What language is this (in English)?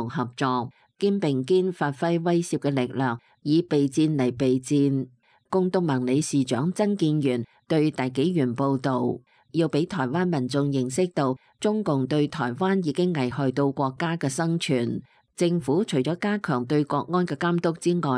Cantonese